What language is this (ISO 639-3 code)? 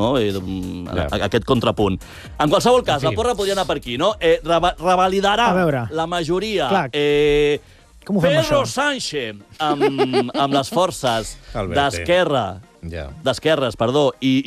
cat